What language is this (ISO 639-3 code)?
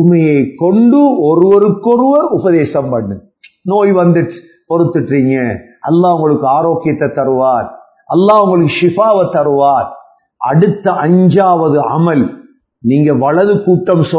tam